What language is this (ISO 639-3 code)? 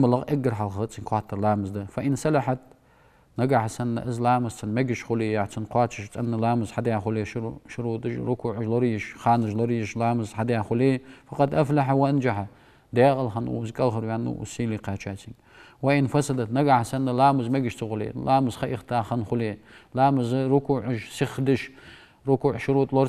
inh